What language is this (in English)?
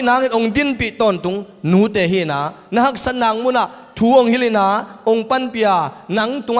Tedim Chin